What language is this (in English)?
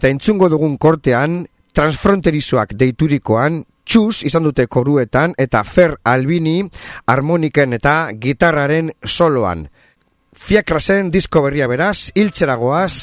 Basque